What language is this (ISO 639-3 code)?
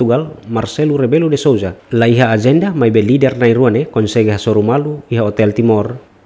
tet